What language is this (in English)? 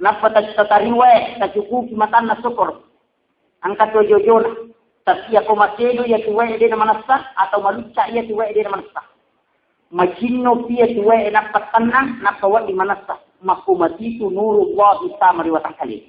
Buginese